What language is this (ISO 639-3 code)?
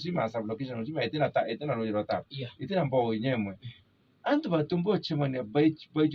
mer